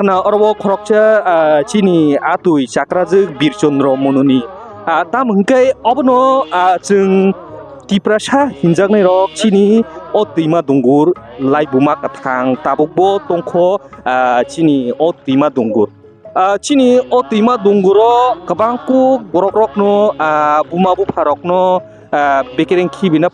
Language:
Kok Borok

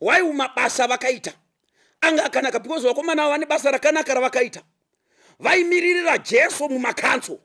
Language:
Shona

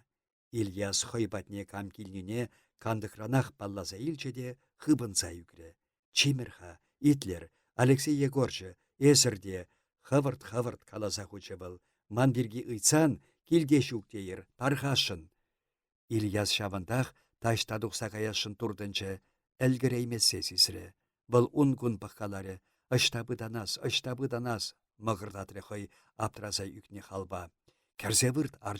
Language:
Chuvash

